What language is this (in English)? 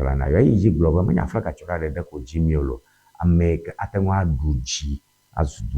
Ewe